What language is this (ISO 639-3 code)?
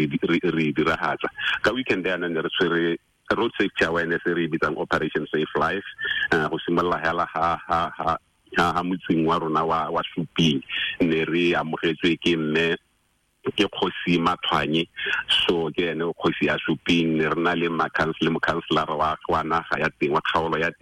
tsn